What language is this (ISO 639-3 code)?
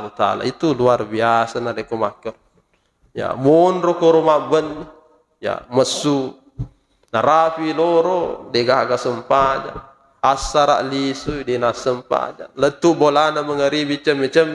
bug